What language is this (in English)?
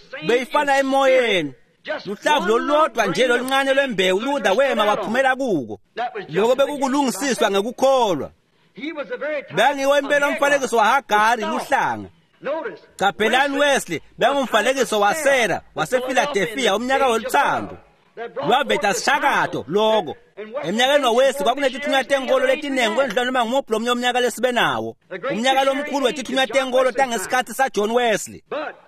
Swati